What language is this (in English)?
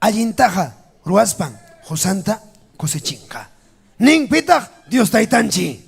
Ayacucho Quechua